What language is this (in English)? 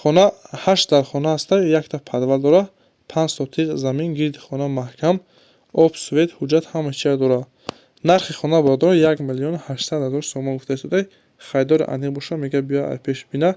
Tajik